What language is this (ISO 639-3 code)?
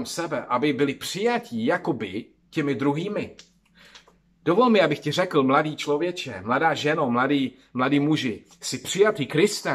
ces